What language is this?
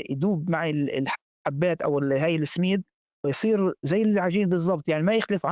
North Levantine Arabic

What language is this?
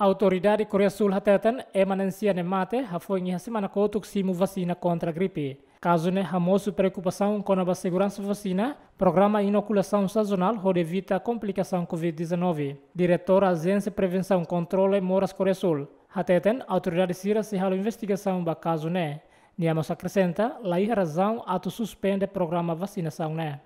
Tetum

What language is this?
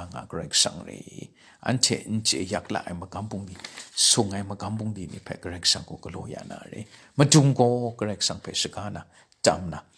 Kachin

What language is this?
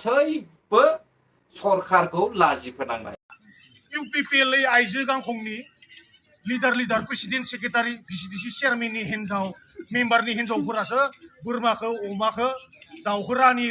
Bodo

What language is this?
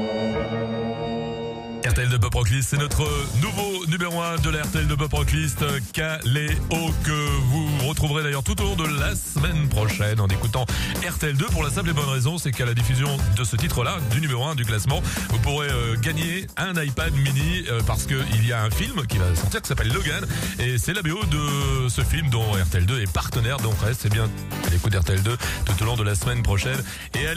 French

